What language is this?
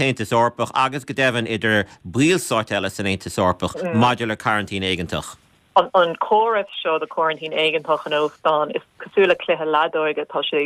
Irish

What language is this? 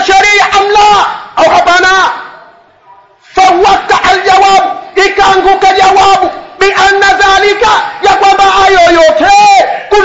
Swahili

